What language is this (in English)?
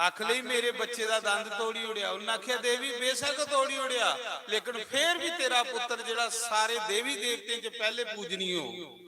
Dogri